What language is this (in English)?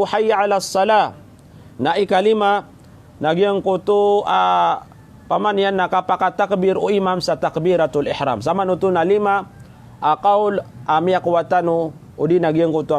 Maranao